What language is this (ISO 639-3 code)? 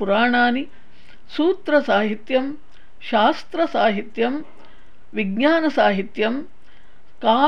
san